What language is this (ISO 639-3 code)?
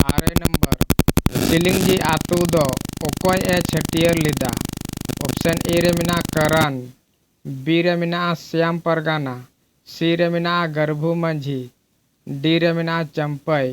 sat